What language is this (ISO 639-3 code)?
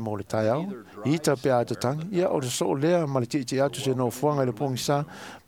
smo